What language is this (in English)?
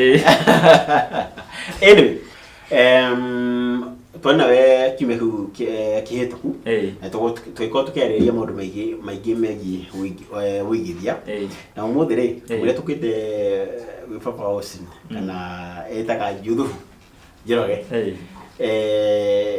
Kikuyu